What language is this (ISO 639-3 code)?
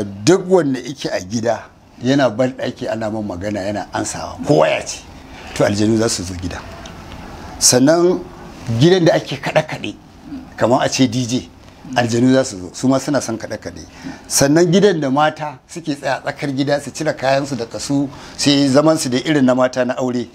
hau